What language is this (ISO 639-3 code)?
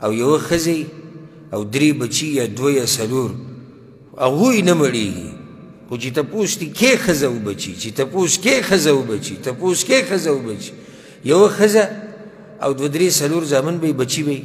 pus